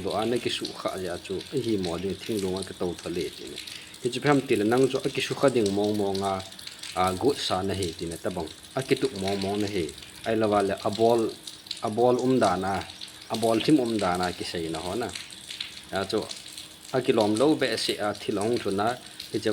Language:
Thado Chin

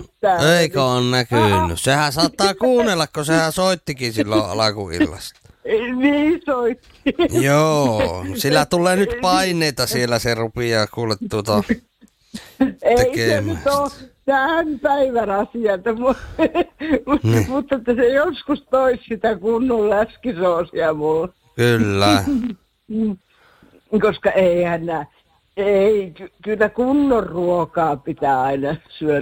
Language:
Finnish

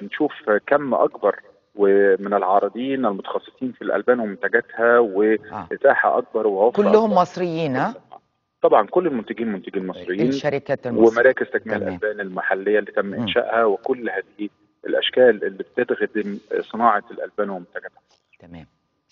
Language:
Egyptian Arabic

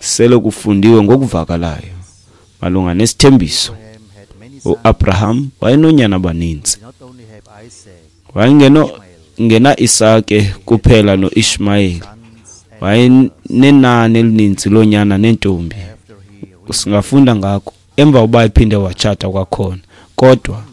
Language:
Xhosa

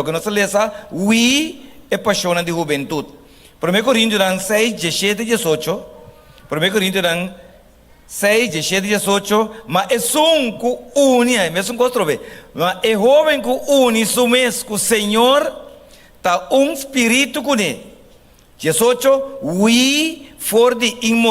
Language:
Papiamento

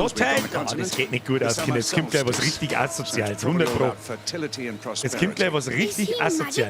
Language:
Bavarian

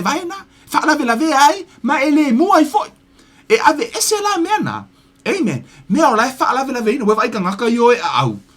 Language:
Samoan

